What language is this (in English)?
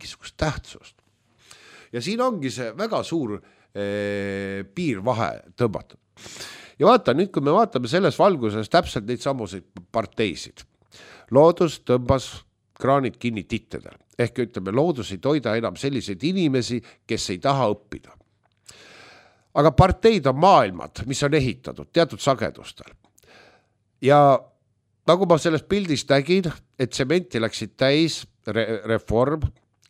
Estonian